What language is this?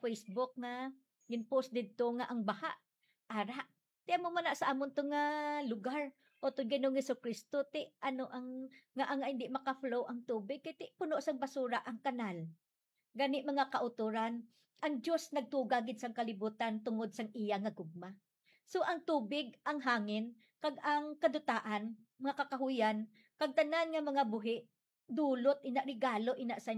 Hiligaynon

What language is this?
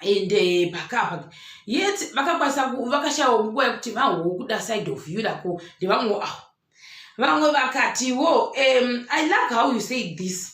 Shona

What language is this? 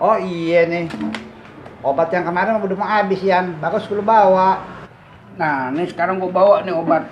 Betawi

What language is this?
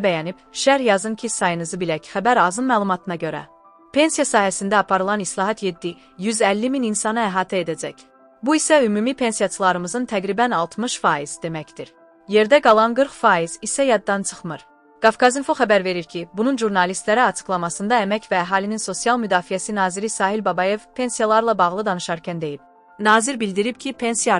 Azerbaijani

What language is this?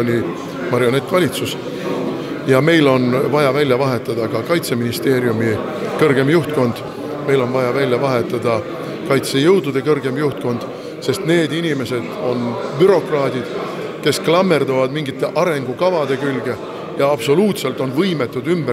Estonian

